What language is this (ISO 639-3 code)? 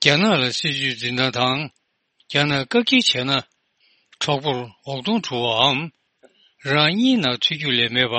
bod